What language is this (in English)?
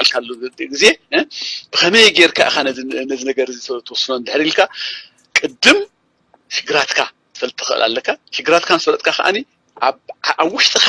Tigrinya